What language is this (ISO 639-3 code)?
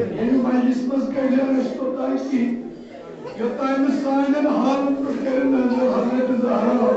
kas